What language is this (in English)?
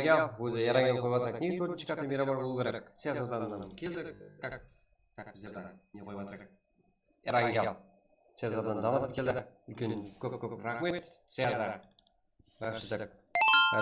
Kara-Kalpak